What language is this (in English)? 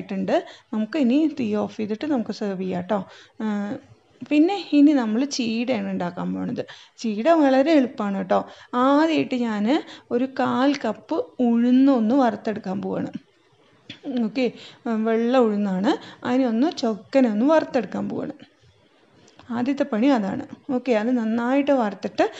Malayalam